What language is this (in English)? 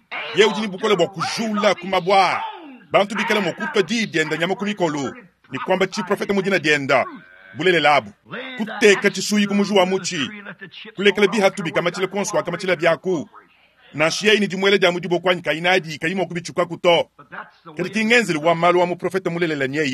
Luba-Lulua